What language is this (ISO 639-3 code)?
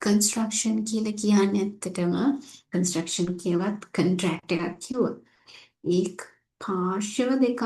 sin